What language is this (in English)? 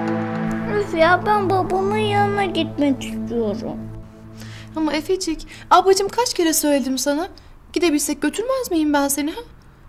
Turkish